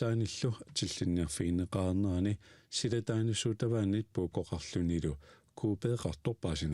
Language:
Kalaallisut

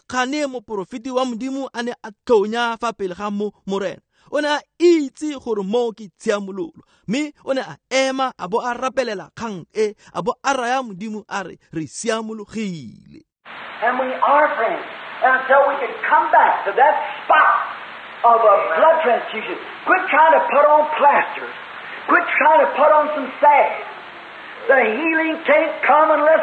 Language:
Tswana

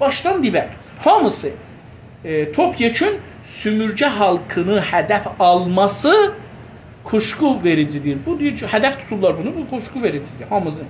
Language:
South Azerbaijani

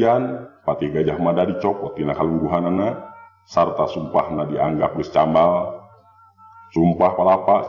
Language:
Sundanese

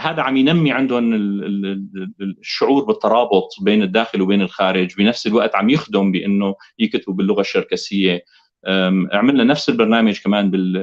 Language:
North Levantine Arabic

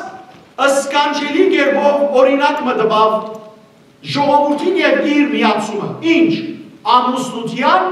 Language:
Western Armenian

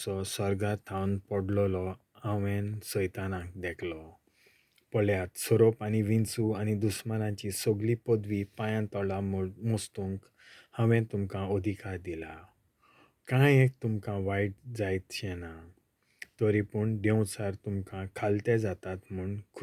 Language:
Konkani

